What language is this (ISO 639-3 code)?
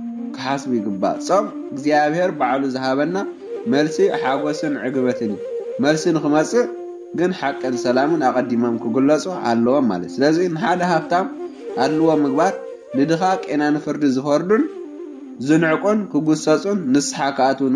tir